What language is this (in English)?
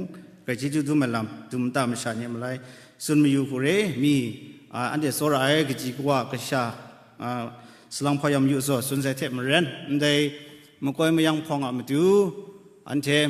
Kachin